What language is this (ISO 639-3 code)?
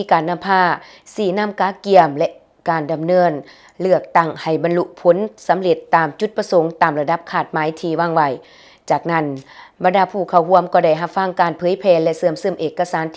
lao